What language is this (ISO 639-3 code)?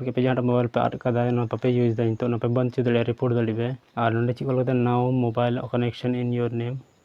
sat